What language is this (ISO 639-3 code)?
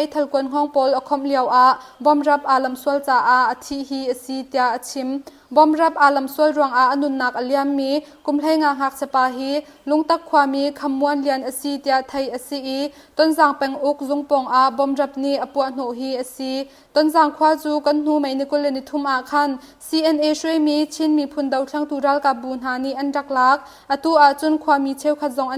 cnh